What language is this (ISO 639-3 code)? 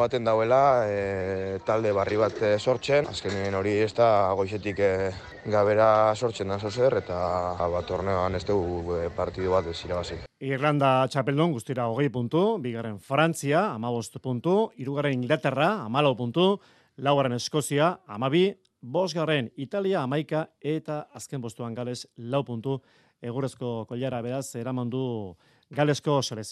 eus